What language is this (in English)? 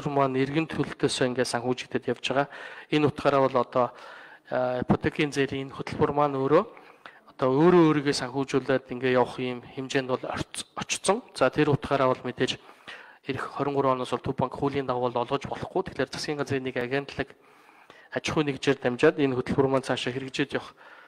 Mongolian